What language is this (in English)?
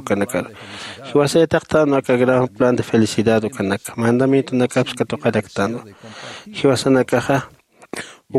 Aymara